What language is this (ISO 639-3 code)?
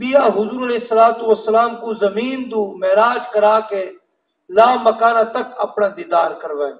skr